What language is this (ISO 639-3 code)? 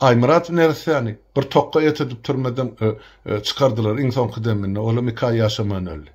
tuk